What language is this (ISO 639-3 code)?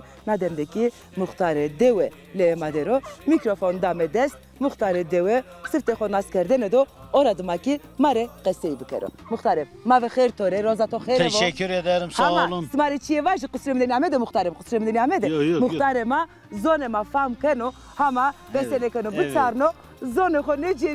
zza